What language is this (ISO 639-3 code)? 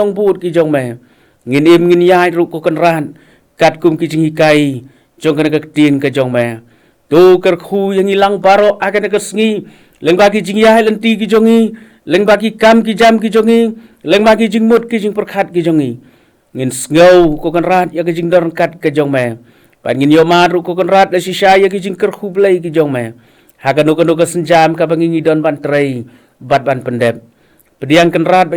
kha